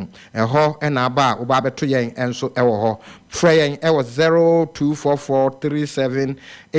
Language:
Akan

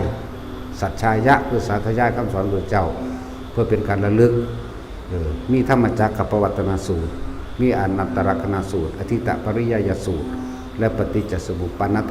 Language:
Lao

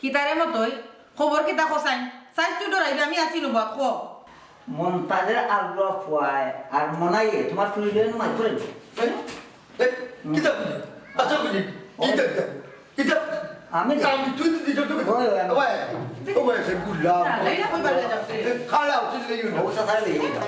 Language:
Sylheti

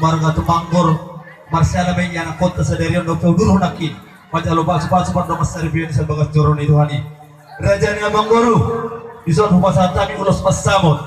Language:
Batak Toba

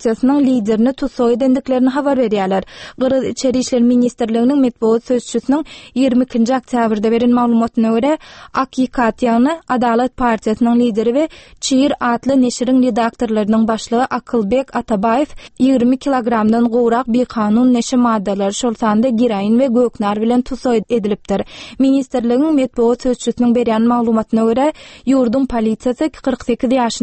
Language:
Turkmen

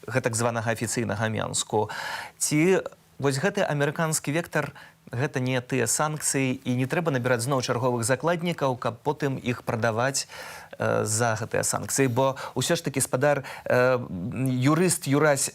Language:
Belarusian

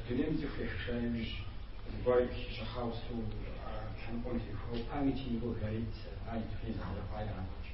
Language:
Kabardian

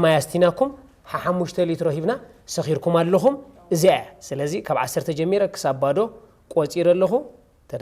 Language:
Tigrinya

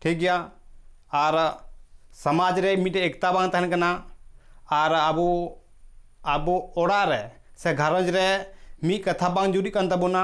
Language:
Santali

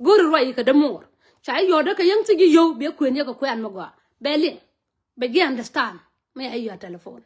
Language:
Nuer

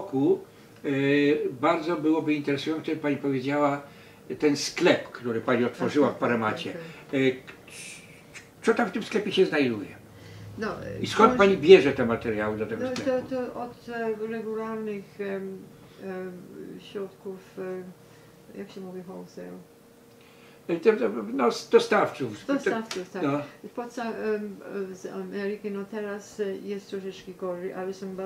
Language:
Polish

